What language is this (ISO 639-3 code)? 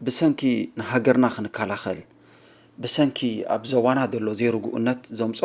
tir